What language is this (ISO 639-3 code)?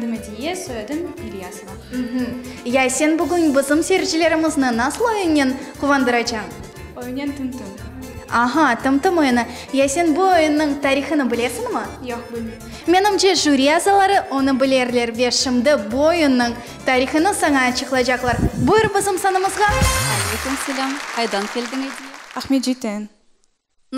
crh